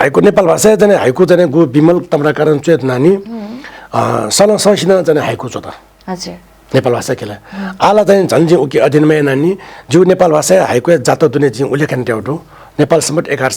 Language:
Newari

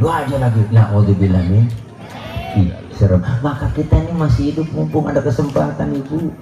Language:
Betawi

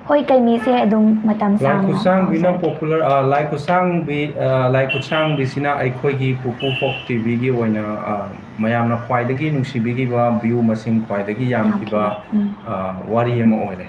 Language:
Manipuri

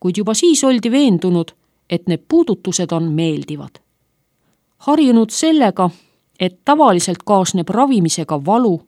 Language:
Estonian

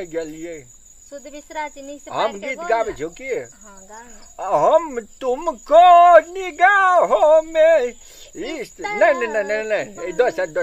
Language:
Maithili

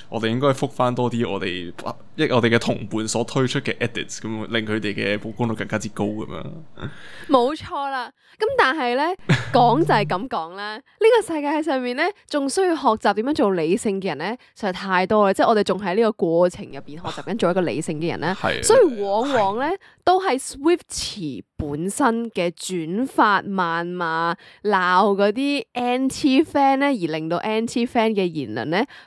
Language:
Cantonese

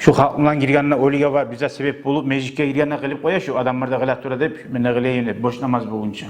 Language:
Kumyk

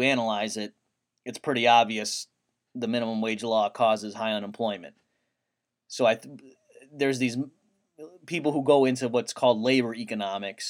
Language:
English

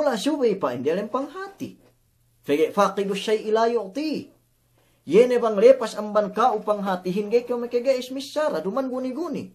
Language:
Yakan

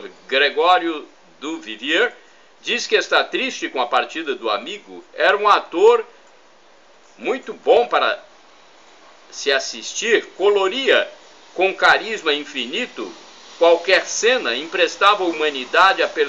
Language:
Portuguese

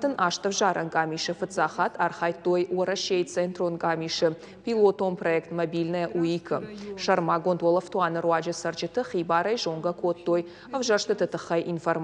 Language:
Ossetic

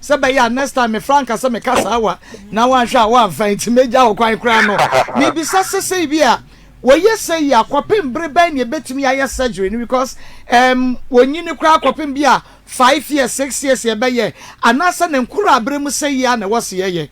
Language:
Akan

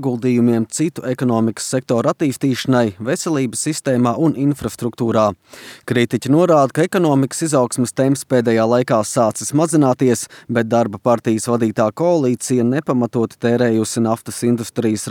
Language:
Latvian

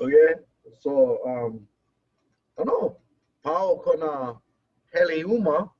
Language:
Hawaiian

